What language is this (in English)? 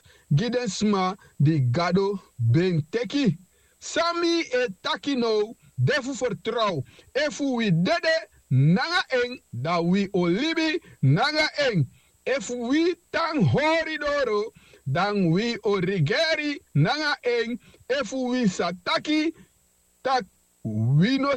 Sranan Tongo